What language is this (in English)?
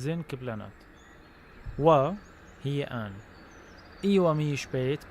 North Levantine Arabic